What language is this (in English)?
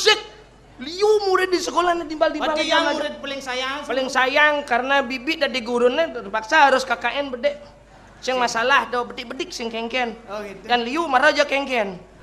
Balinese